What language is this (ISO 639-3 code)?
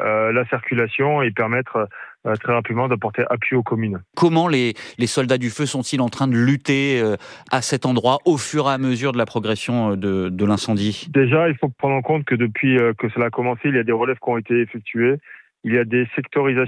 fra